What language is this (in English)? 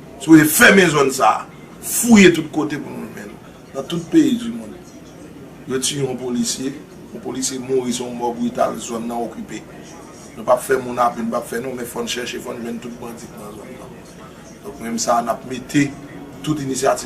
Haitian Creole